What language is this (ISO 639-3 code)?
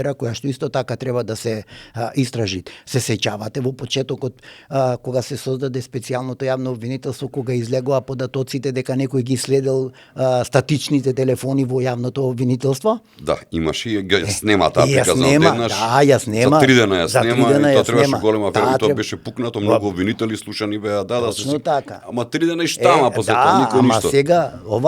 mkd